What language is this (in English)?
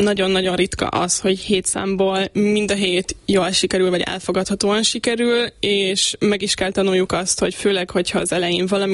Hungarian